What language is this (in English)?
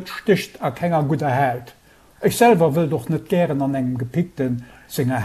Luxembourgish